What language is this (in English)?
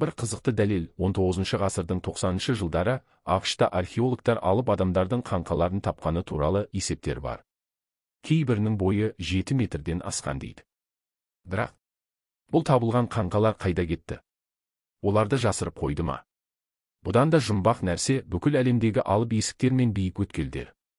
Kazakh